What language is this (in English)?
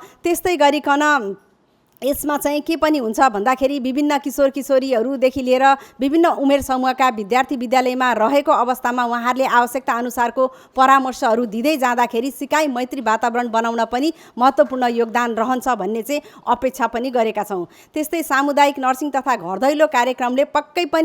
Nepali